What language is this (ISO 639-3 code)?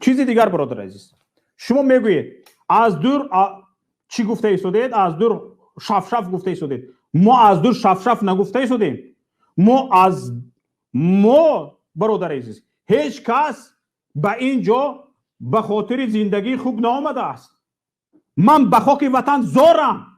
tgk